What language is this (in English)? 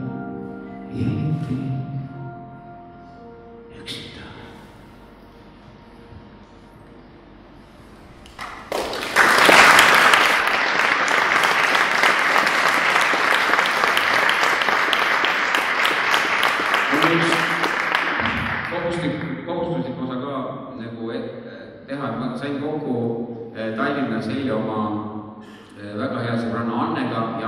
Estonian